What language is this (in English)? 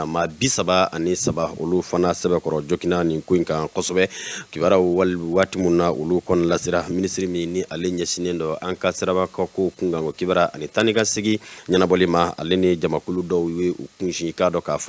Bambara